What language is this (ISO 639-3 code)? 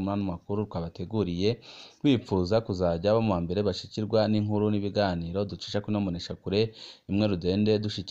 run